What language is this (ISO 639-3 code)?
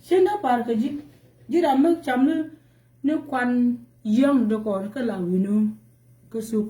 nus